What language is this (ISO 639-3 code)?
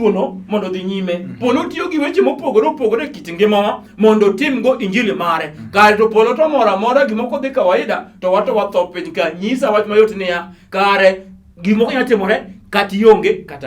luo